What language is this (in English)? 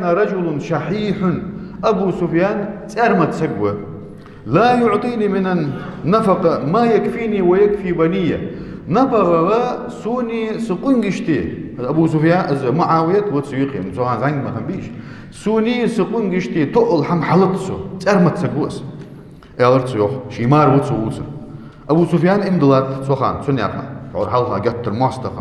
Ingush